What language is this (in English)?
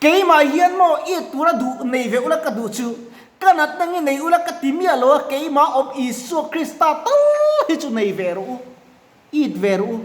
Mizo